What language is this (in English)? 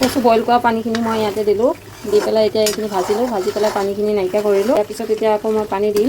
Assamese